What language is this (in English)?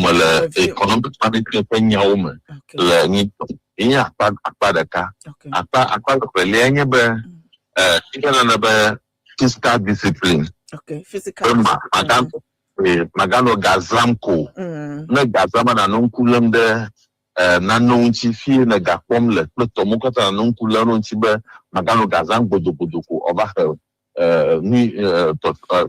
Ewe